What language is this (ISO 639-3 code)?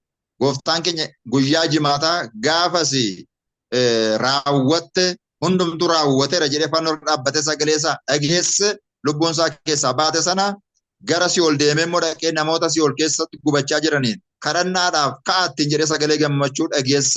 orm